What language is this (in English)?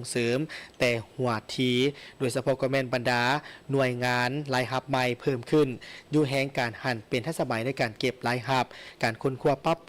Lao